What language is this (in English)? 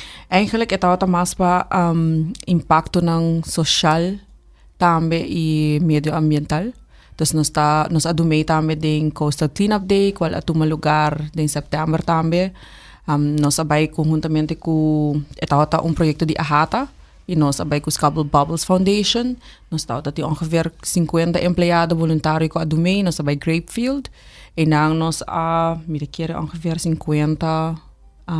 Papiamento